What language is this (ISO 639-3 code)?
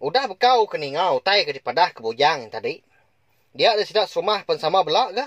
iba